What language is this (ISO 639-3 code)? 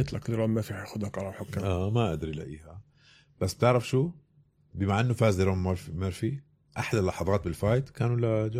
apc